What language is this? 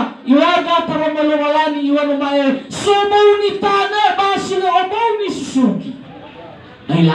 Nias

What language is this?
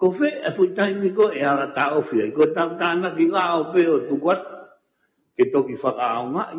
Tongan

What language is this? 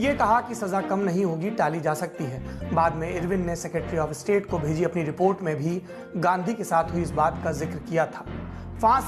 Hindi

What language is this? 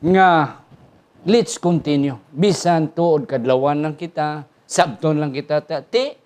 Hiligaynon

